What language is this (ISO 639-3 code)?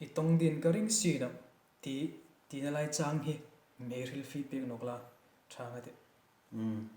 hmr